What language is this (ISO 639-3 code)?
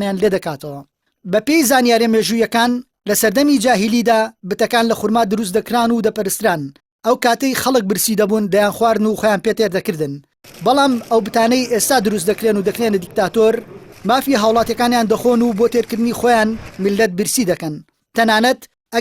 ckb